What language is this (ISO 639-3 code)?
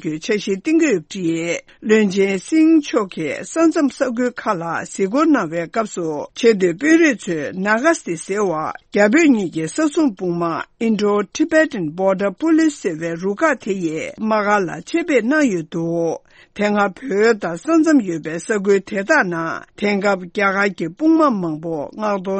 bod